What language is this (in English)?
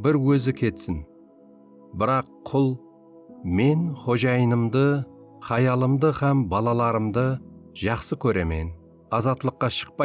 Kara-Kalpak